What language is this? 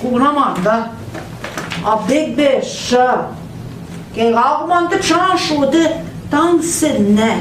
Central Ojibwa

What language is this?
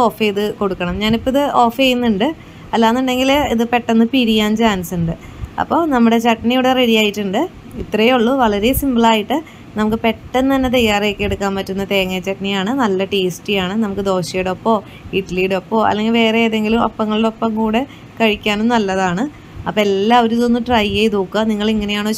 Malayalam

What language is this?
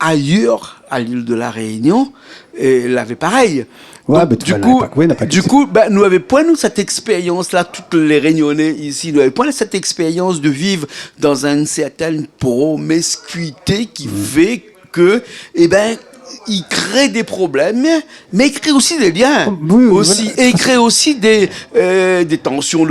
Réunion Creole French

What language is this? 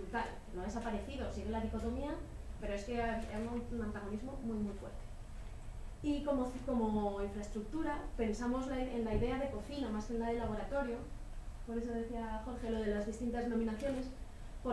Spanish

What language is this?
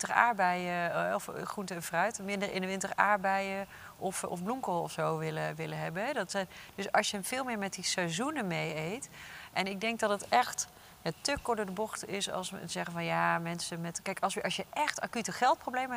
Dutch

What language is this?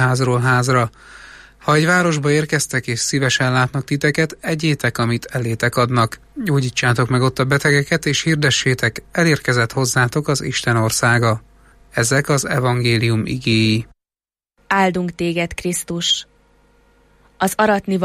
Hungarian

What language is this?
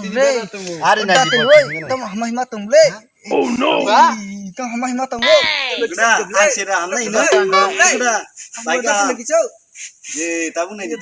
Kok Borok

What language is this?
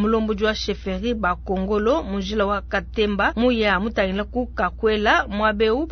Luba-Lulua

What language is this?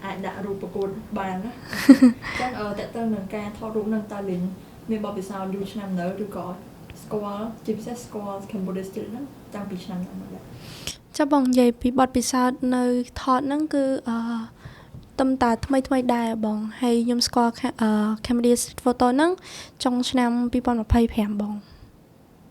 Khmer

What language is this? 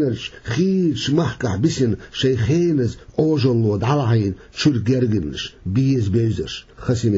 Chechen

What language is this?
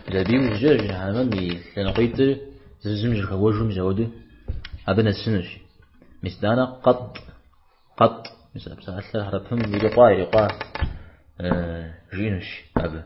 Kabardian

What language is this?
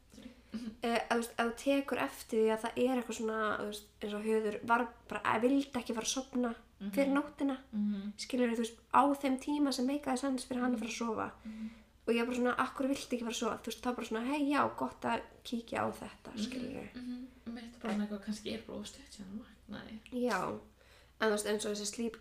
Icelandic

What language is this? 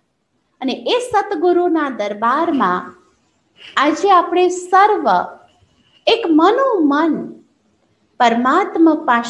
Gujarati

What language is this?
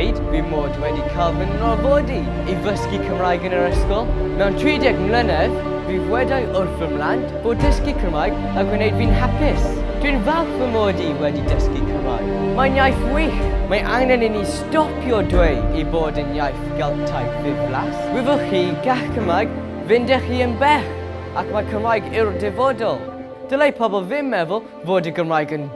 Welsh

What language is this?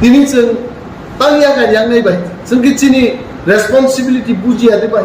Kok Borok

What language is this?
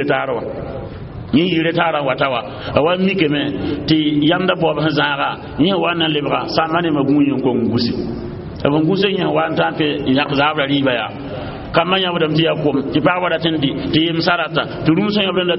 Mossi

